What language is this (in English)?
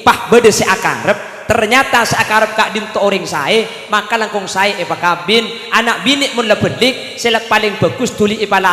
Madurese